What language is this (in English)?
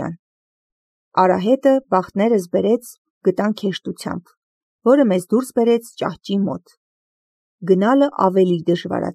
Armenian